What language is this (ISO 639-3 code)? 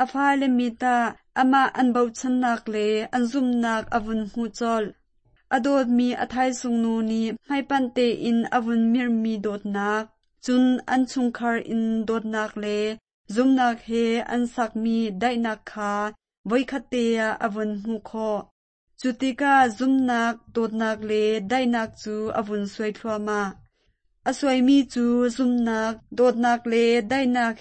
cnh